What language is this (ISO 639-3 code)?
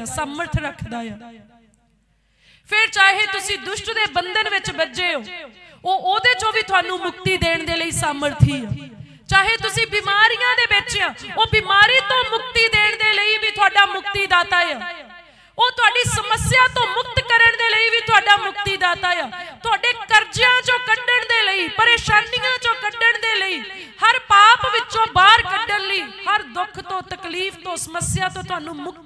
pan